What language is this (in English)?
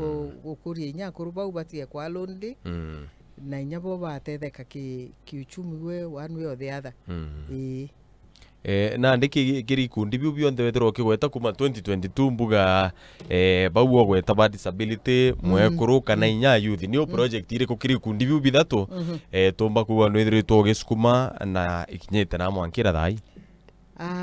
Meru